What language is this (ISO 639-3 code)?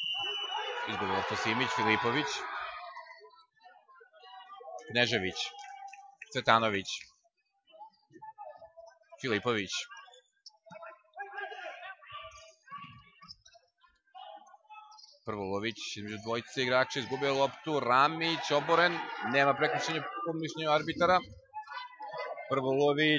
srp